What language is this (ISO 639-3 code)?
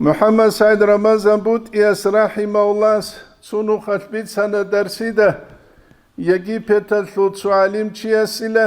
ava